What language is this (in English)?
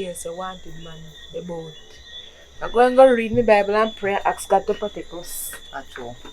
Jamaican Creole English